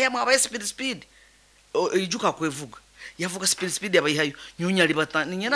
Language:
Nyankole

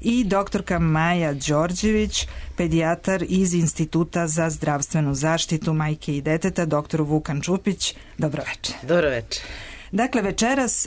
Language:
Serbian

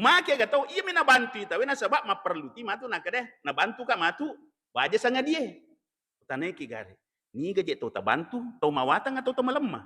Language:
Buginese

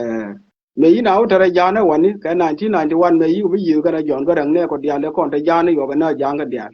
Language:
Nuer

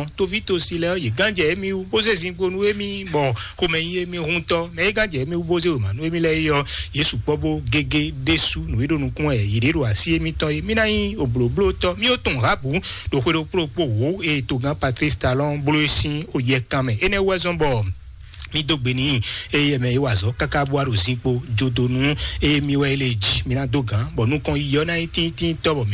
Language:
Fon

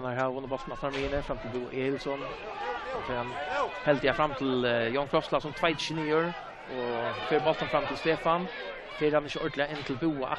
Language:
Faroese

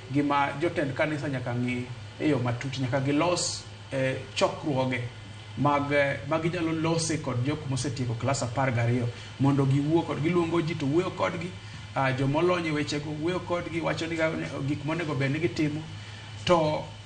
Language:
Luo (Kenya and Tanzania)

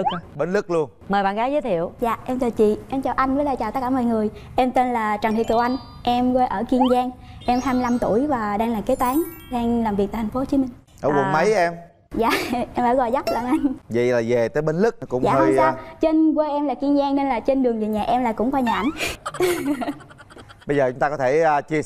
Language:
Vietnamese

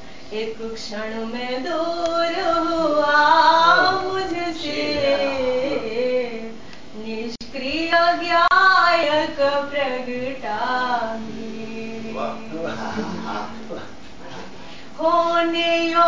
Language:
Gujarati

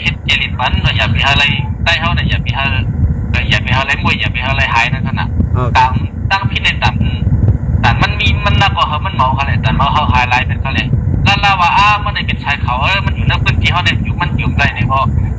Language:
Shan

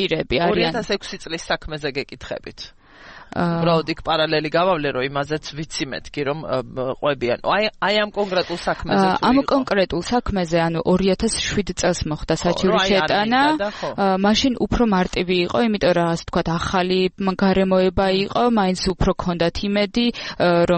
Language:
Georgian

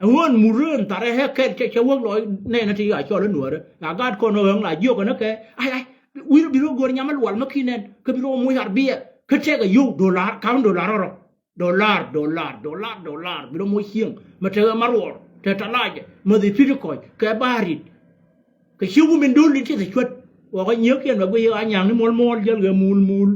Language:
Nuer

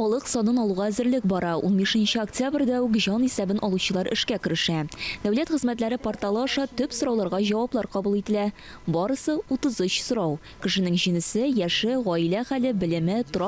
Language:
Tatar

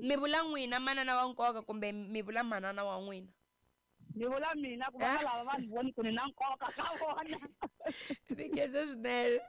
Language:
Tsonga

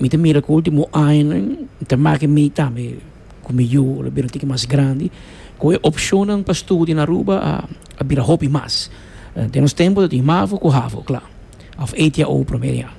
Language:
Papiamento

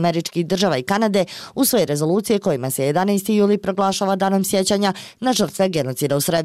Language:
Bosnian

